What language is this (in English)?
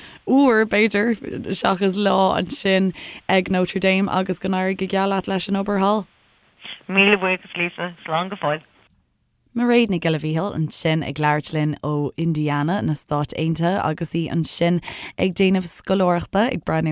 Irish